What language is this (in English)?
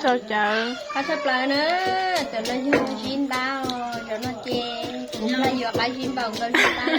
Hmong